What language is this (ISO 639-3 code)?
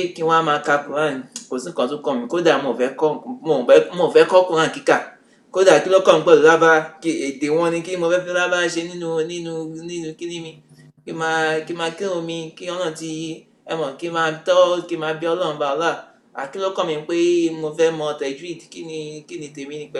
yor